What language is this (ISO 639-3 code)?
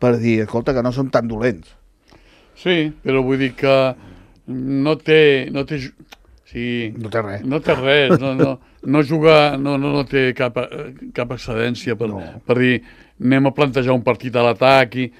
cat